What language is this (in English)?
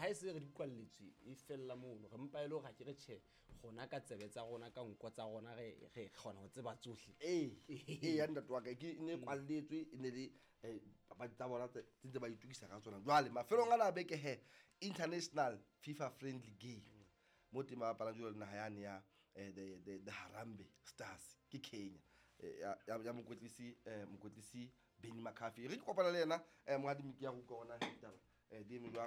Southern Sotho